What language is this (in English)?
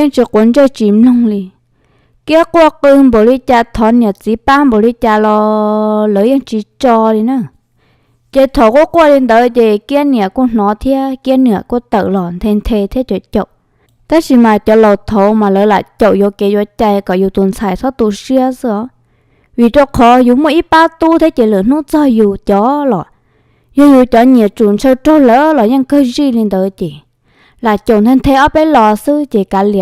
Hmong